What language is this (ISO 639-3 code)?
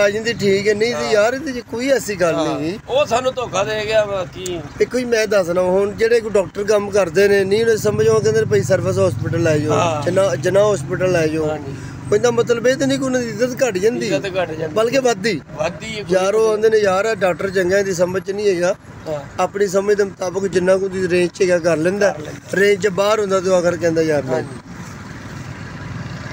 pan